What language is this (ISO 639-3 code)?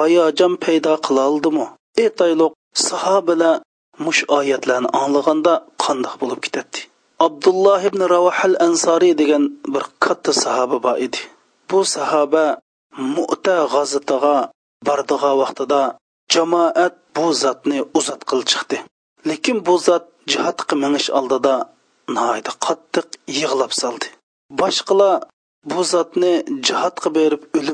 uig